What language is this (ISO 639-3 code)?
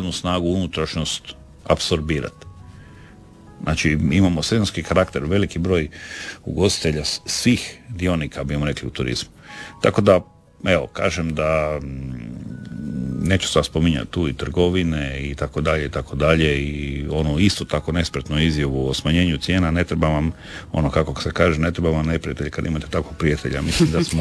hrv